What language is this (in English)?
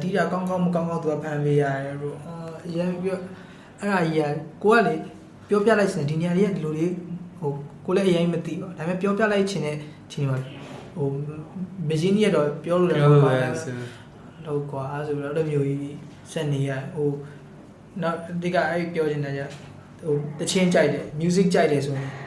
Burmese